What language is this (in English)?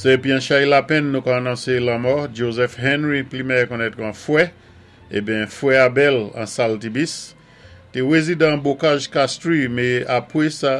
Saint Lucian Creole French